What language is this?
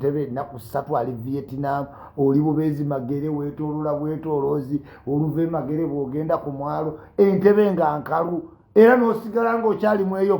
Ganda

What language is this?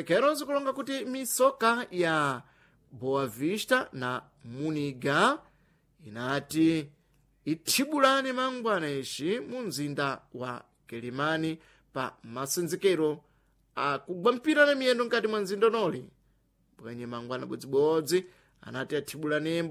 Sena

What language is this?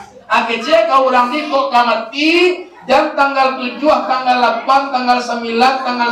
Minangkabau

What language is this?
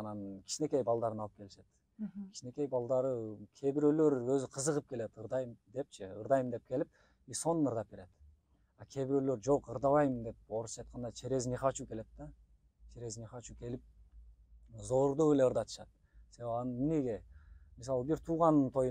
Kyrgyz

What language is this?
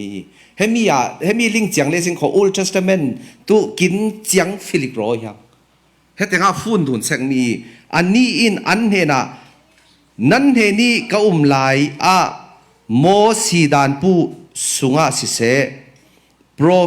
Falam Chin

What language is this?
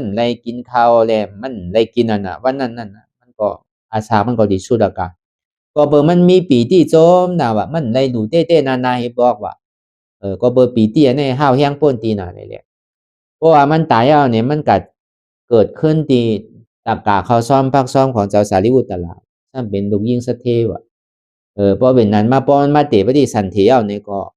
Shan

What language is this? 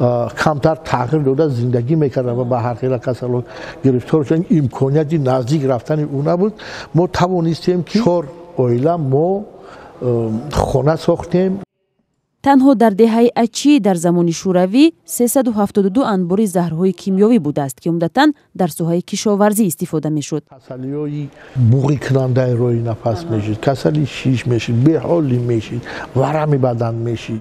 Tajik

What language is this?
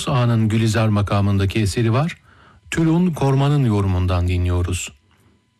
Turkish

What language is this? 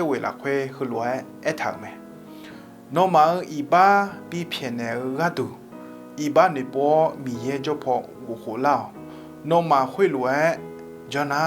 Akha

